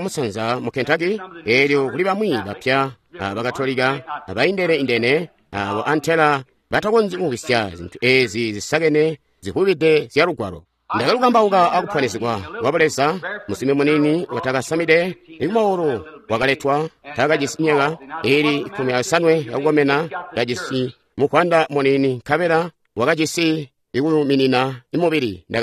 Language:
Tonga (Zambia)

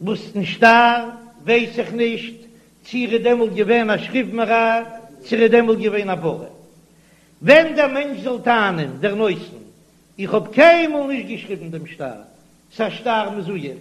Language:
Yiddish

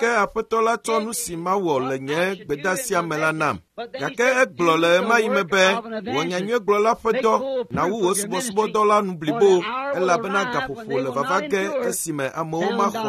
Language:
Ewe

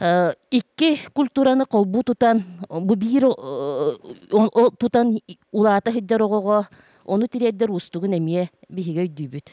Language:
Yakut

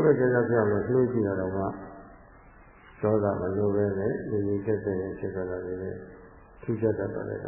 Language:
Burmese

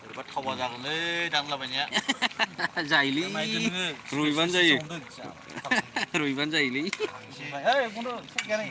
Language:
Bodo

